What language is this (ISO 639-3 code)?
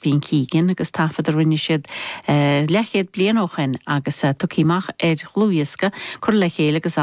gle